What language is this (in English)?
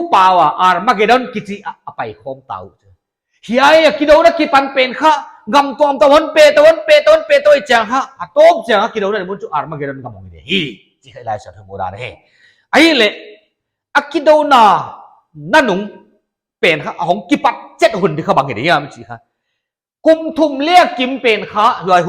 Paite Chin